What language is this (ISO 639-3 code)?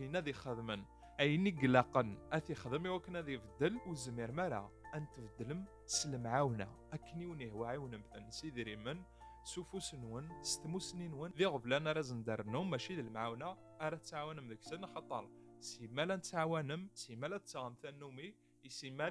kab